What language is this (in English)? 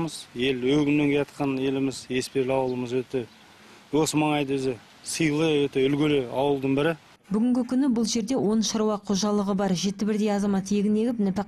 Kazakh